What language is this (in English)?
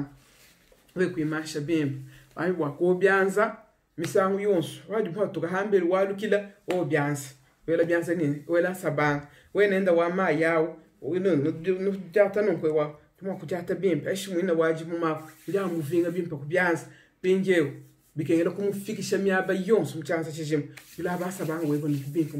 Luba-Lulua